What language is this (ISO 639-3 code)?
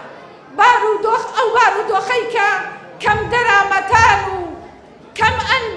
ckb